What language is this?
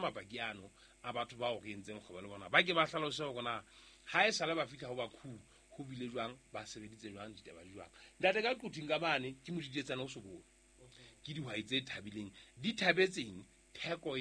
Southern Sotho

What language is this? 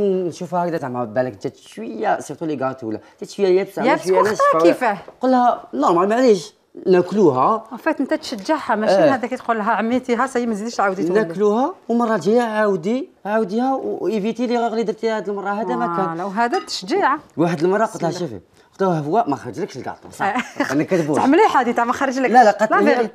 Algerian Arabic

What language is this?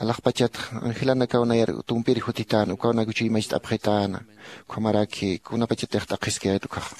Aymara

